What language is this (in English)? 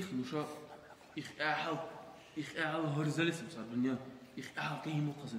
Dargwa